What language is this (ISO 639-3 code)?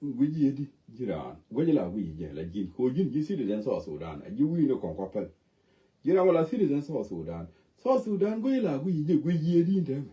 nus